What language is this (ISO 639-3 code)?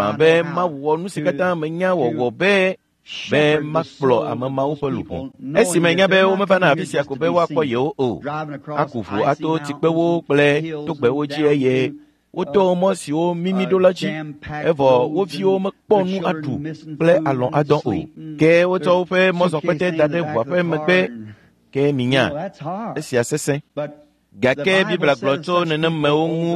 ewe